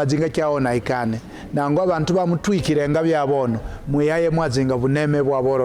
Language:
Kaonde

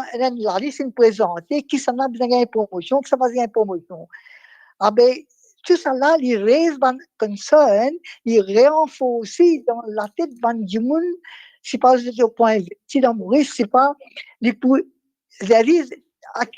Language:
Morisyen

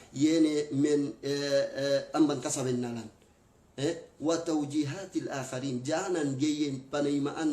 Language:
Yakan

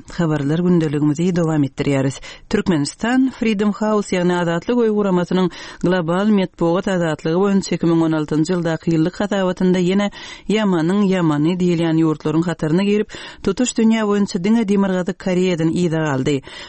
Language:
Turkmen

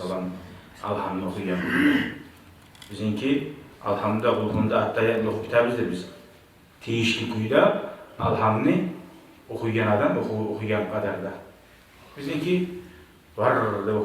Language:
Kumyk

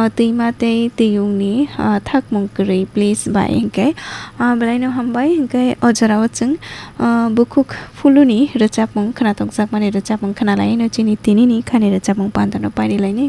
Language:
Kok Borok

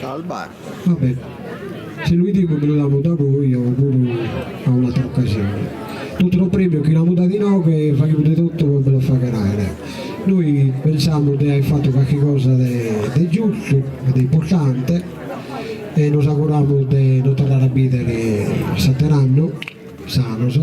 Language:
Sardinian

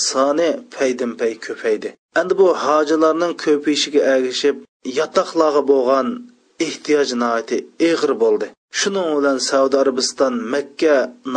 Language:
Uyghur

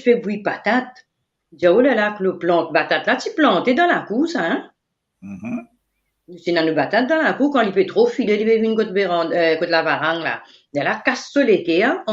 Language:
Morisyen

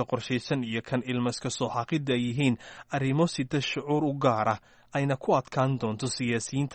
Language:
Somali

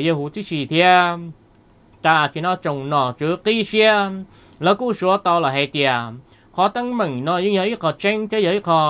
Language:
Vietnamese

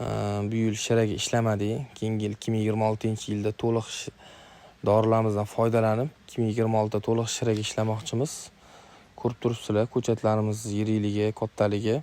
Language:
Uzbek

